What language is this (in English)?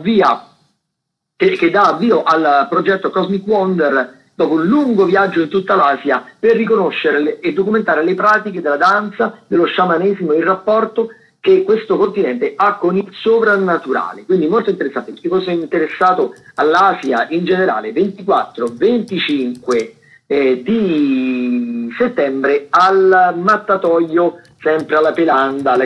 Italian